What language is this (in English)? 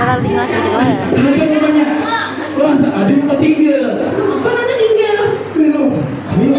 Banjar